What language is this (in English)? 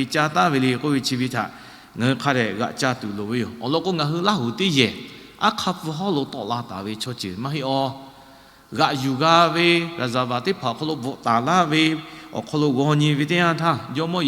Lahu